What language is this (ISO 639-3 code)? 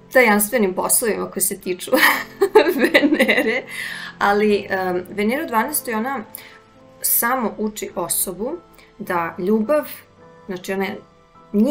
srp